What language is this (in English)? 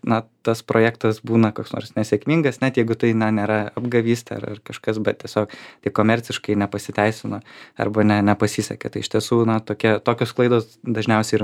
Lithuanian